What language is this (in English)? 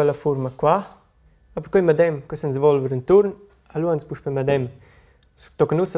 Romansh